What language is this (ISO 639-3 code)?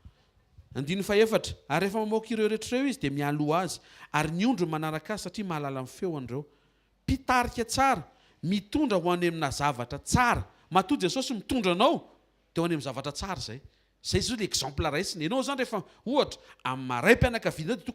mlg